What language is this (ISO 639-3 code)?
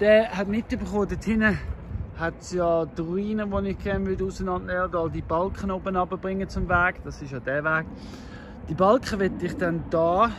gsw